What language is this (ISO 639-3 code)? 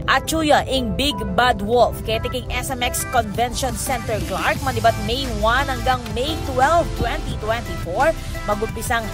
pam